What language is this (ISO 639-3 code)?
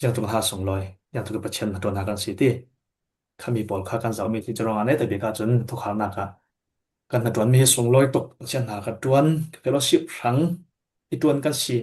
cfm